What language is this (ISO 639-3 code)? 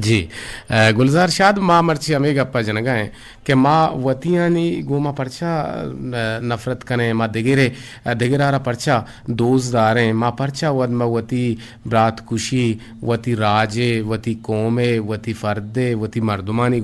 bgp